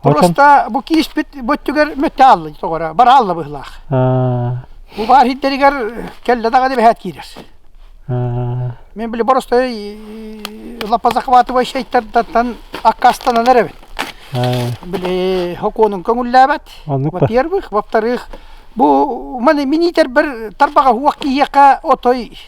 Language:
Yakut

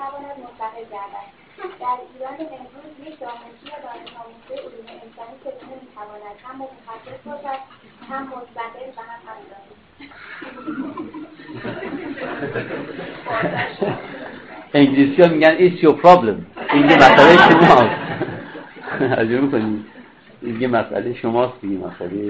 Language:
Persian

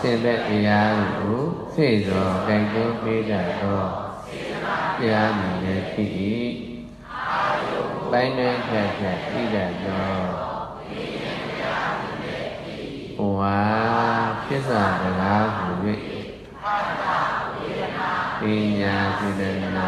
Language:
Burmese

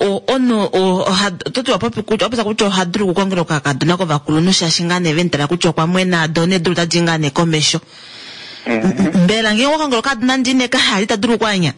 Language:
Kuanyama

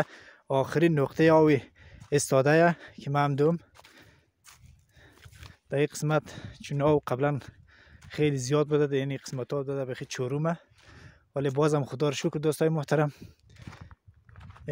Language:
Persian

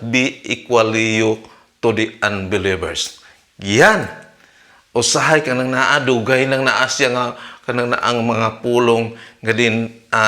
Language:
Cebuano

